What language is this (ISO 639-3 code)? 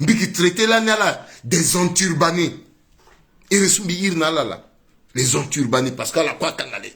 sag